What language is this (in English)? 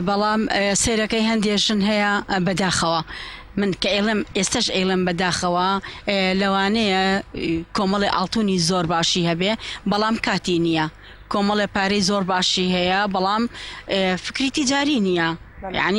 Central Kurdish